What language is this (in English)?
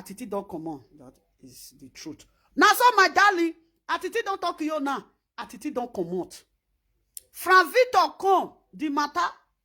Nigerian Pidgin